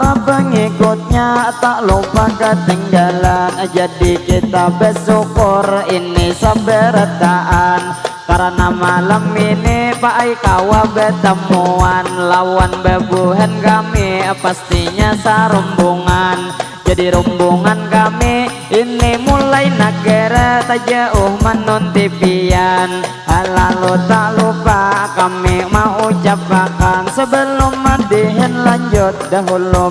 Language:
Banjar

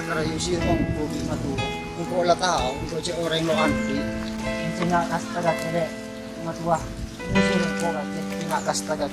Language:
Madurese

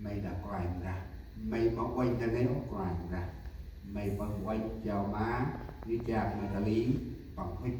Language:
Central Mnong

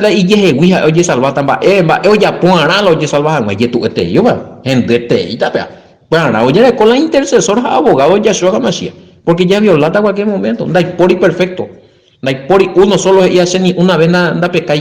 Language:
Guarani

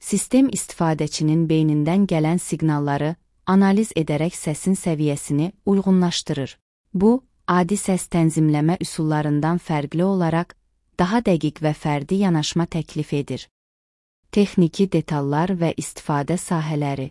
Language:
Azerbaijani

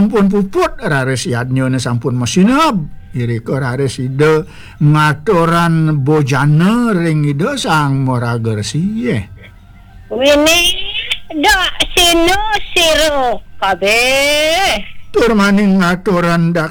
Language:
Balinese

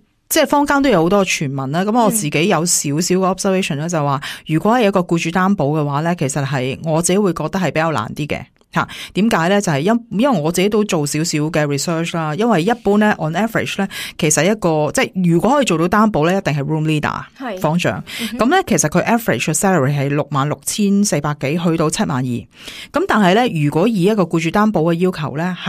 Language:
Cantonese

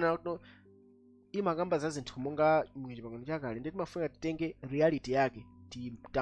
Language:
Nyanja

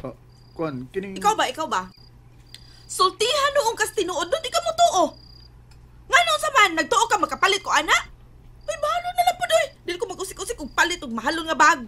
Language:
Cebuano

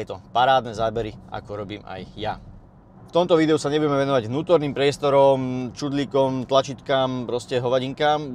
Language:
Slovak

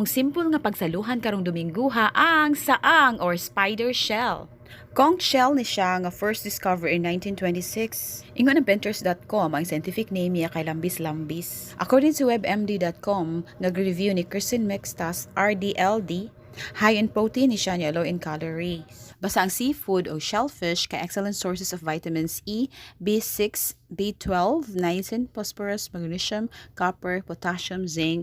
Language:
Cebuano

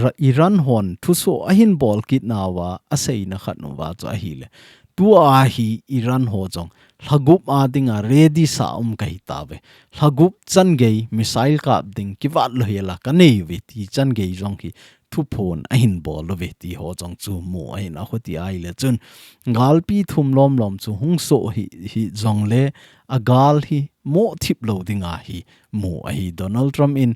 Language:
Thado Chin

